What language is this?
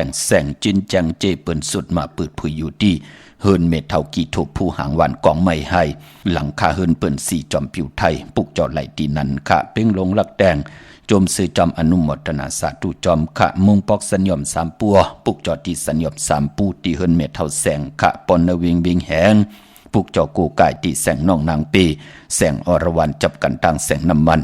Shan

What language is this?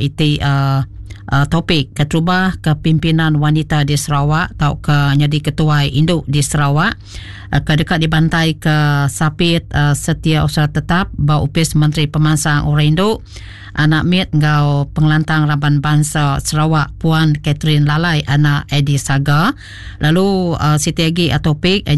Iban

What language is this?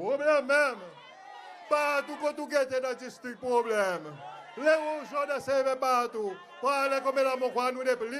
Seselwa Creole French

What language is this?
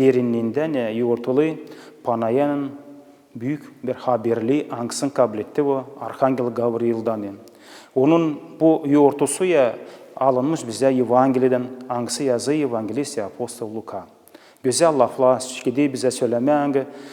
Gagauz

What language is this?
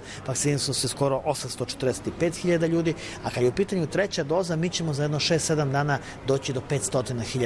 Bosnian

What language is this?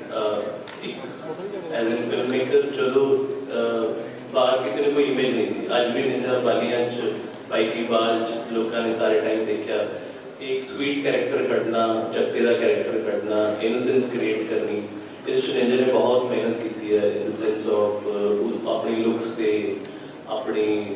Punjabi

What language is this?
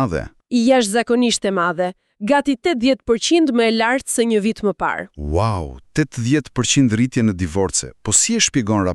Albanian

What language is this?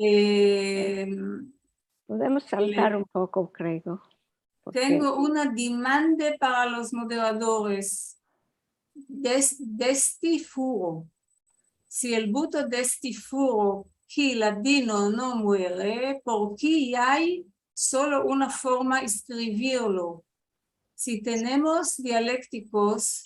Ladino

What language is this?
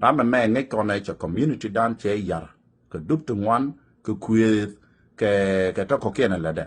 Nuer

